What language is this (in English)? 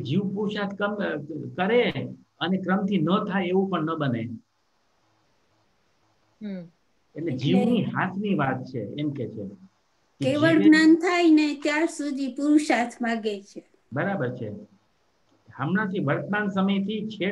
Gujarati